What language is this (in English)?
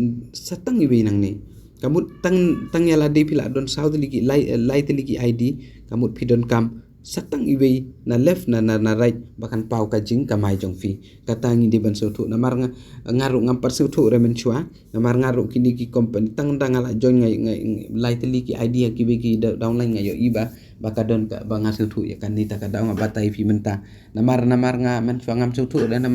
Khasi